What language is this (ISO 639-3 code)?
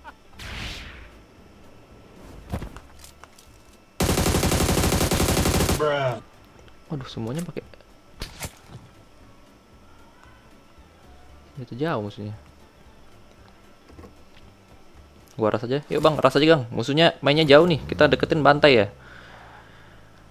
ind